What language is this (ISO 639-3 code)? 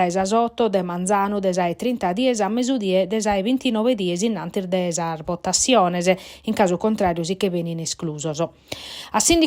srd